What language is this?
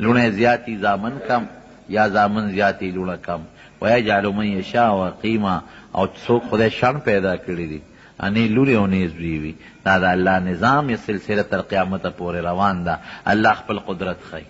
Pashto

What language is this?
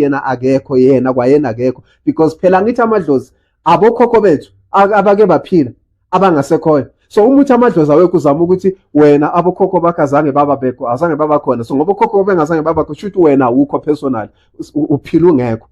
Zulu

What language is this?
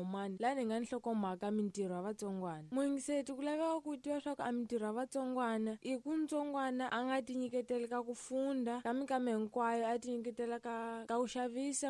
Tsonga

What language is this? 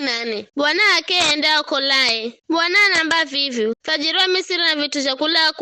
Giryama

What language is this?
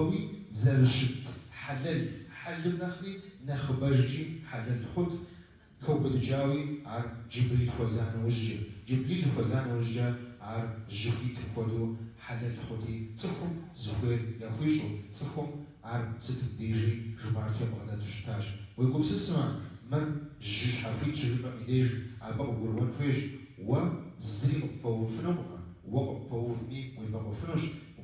Kabardian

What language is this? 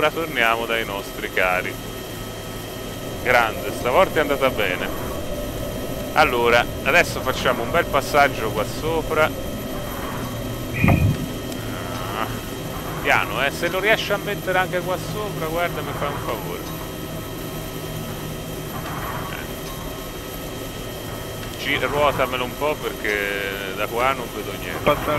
Italian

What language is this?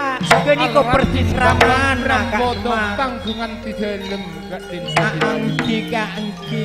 Madurese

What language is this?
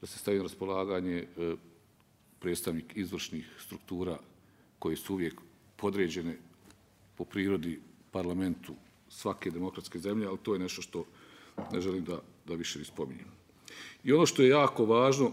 Bosnian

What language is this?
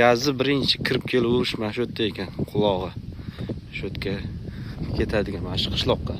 Uzbek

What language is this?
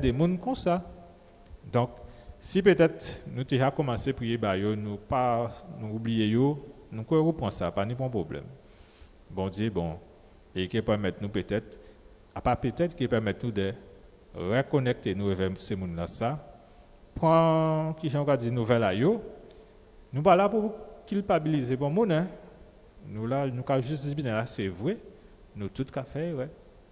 Guadeloupean Creole French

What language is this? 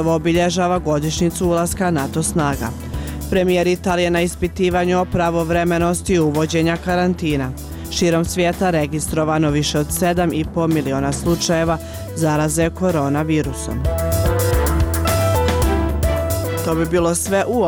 Bosnian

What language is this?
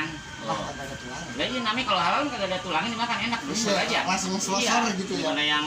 Betawi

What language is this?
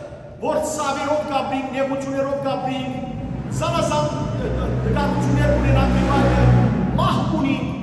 Western Armenian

